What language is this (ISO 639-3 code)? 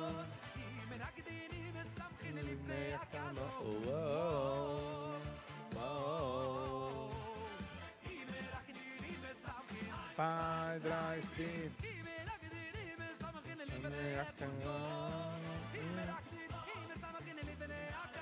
yid